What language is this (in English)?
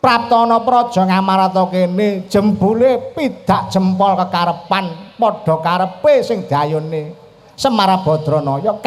Javanese